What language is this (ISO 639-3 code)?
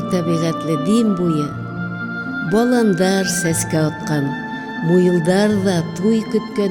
bak